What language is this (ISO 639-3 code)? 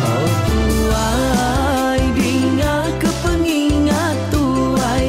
iba